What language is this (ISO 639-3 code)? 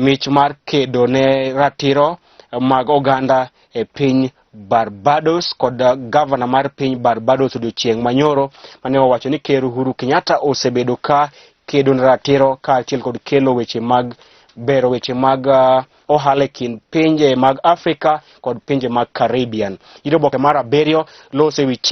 luo